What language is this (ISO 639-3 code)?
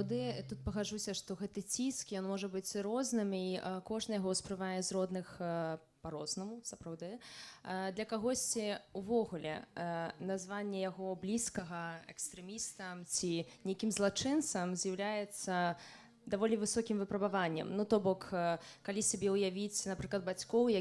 bel